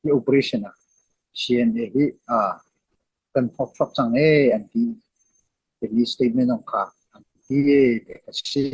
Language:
Hakha Chin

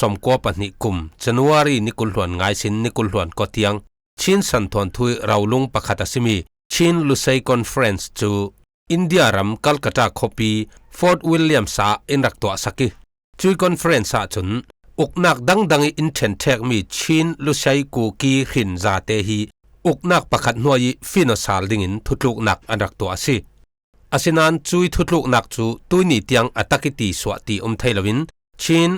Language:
Falam Chin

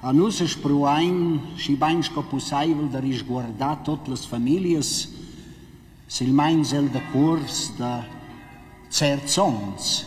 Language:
Romansh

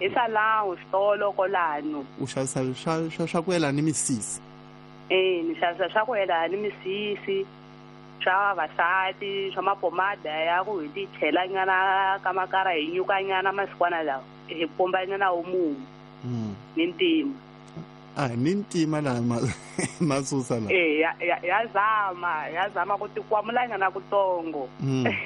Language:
Tsonga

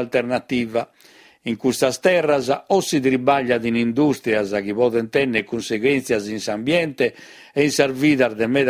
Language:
Sardinian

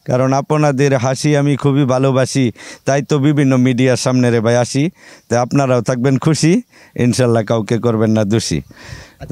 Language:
Bangla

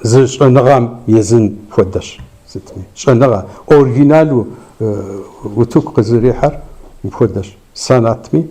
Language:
Kabardian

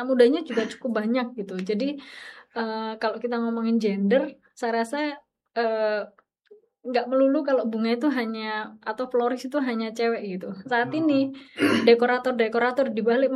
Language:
Indonesian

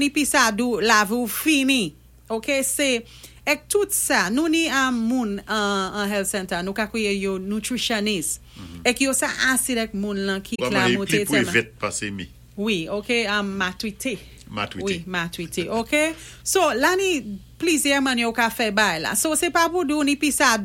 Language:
Saint Lucian Creole French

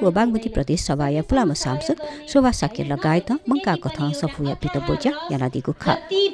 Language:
Newari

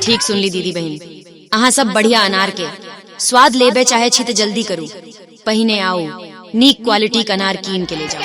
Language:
Maithili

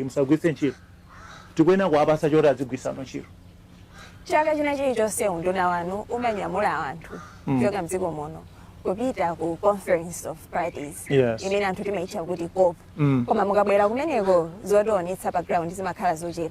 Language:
Nyanja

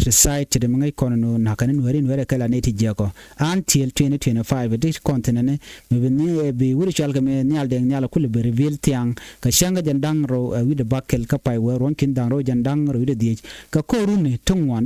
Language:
Nuer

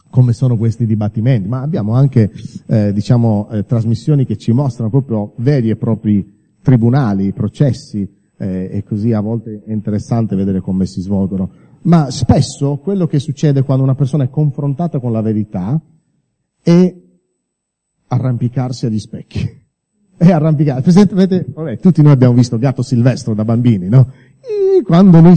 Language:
Italian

